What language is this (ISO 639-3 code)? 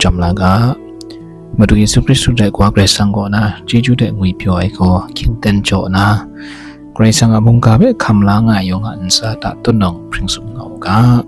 kac